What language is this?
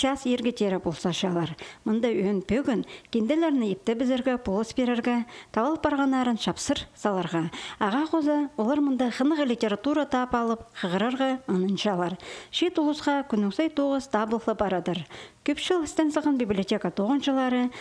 Khakas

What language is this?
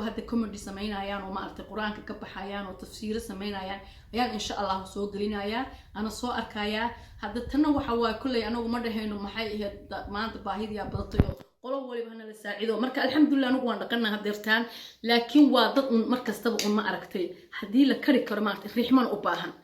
Somali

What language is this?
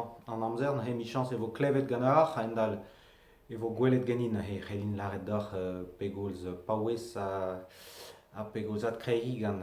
Breton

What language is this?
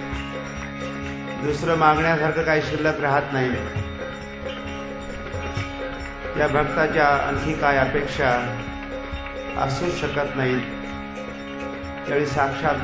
Marathi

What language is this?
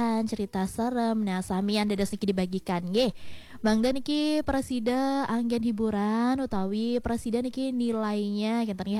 Balinese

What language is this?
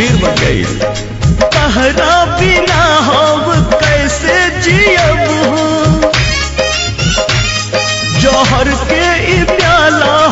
Bhojpuri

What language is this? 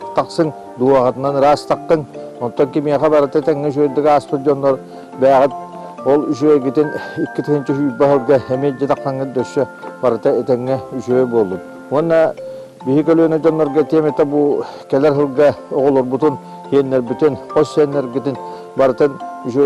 Yakut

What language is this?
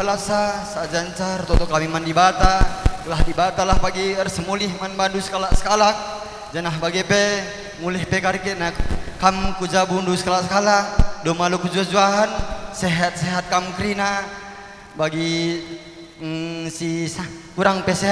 Batak Karo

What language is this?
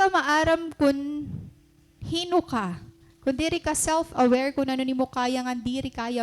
Waray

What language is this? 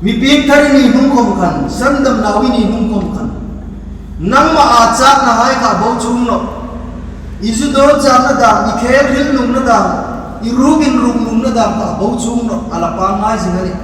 Hmar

